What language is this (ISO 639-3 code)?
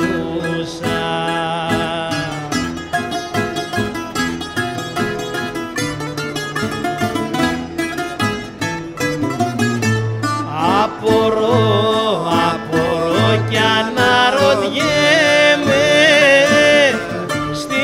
ell